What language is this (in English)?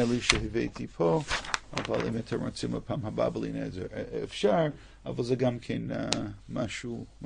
Hebrew